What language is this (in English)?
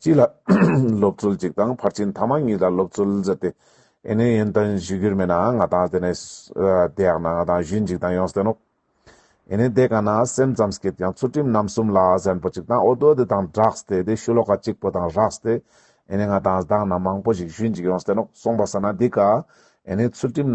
Ladakhi